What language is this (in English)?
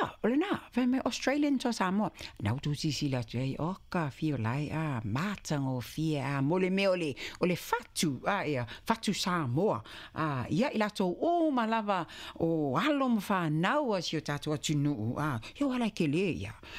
Samoan